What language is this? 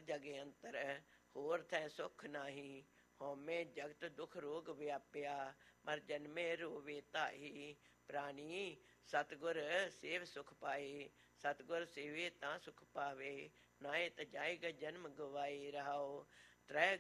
Punjabi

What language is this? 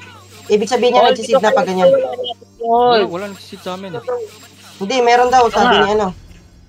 Filipino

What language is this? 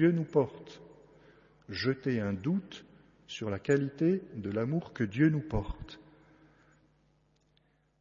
French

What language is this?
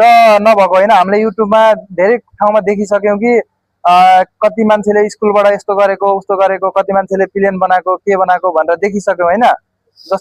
Nepali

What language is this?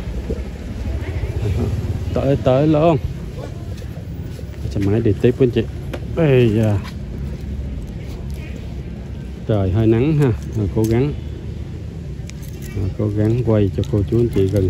Vietnamese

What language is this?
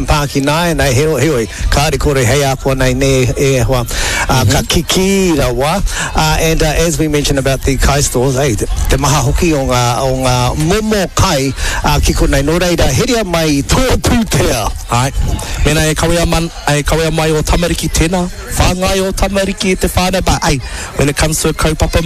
Māori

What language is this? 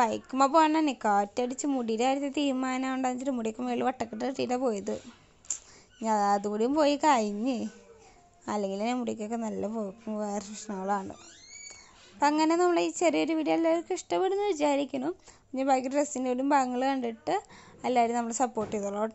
Malayalam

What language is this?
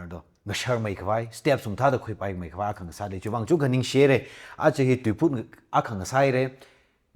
Tangkhul Naga (India)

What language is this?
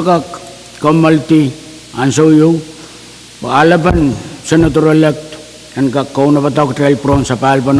Pohnpeian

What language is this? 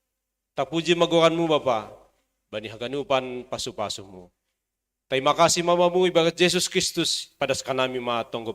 Batak Simalungun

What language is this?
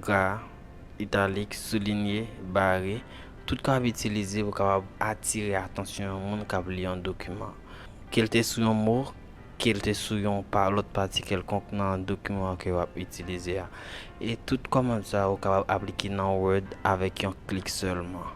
Haitian Creole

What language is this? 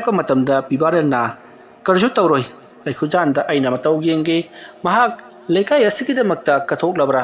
Manipuri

